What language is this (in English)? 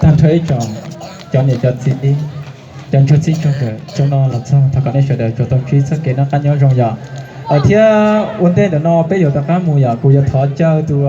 Hmong